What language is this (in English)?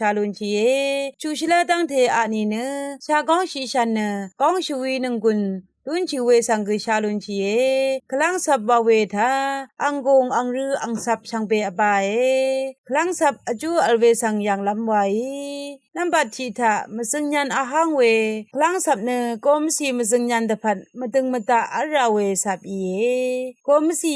Rawang